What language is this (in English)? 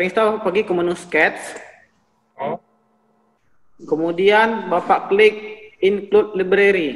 Indonesian